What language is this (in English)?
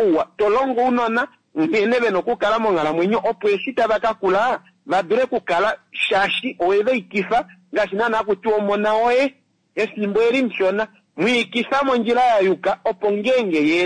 Kuanyama